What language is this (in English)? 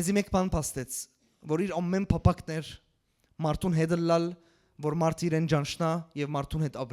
Western Armenian